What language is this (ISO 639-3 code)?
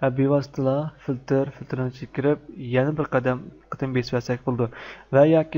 uig